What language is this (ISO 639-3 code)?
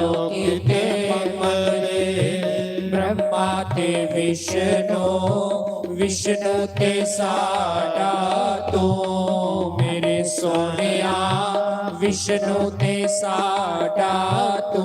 doi